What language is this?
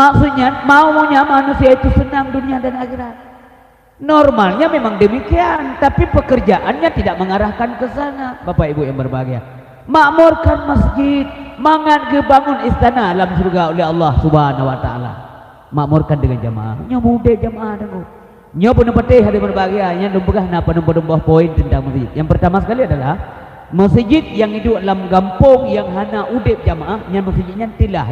Achinese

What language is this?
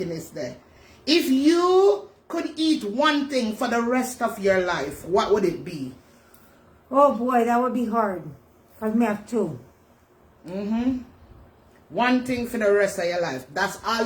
Jamaican Creole English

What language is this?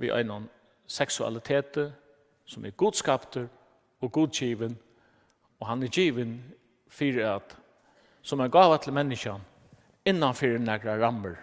Faroese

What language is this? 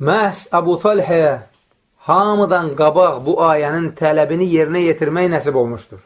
Azerbaijani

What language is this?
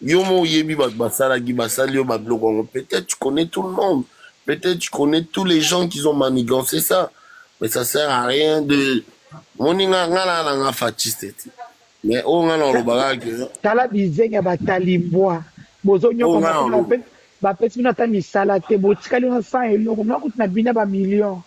Lingala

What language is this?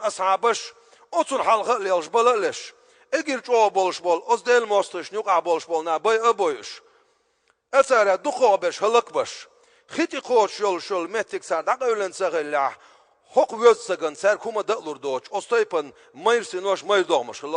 Chechen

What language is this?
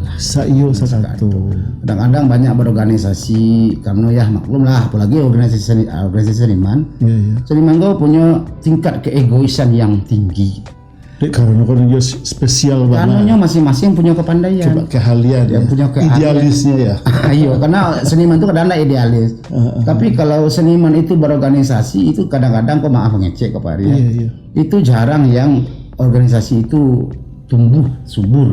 Minangkabau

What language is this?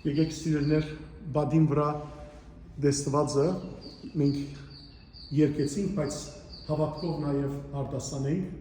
Western Armenian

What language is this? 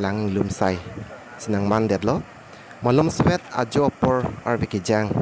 Karbi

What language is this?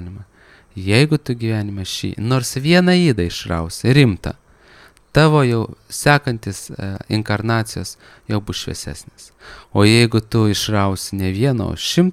Lithuanian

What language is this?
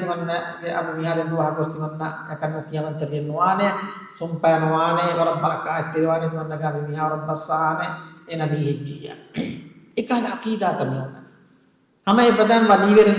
Divehi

